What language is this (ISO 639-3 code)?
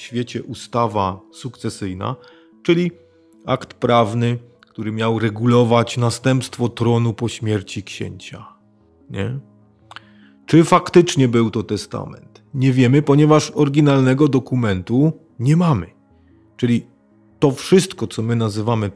pol